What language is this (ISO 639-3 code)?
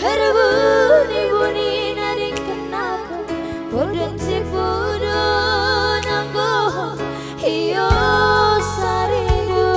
btx